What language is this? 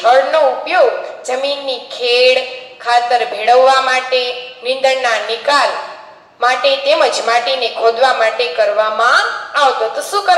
Gujarati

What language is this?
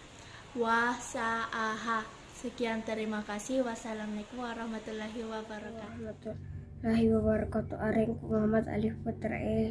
Makasar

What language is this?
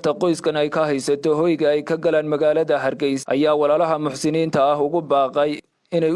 Somali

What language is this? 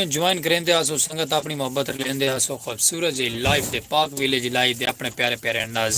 Saraiki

